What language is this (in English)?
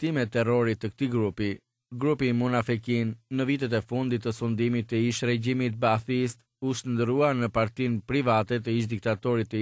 Albanian